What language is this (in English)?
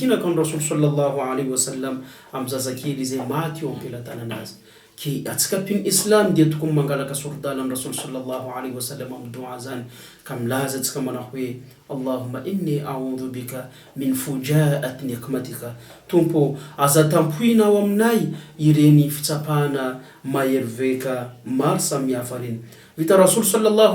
Malagasy